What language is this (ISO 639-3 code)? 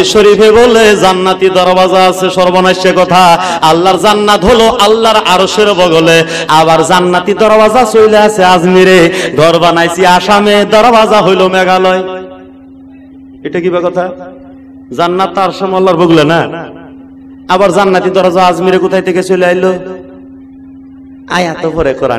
ben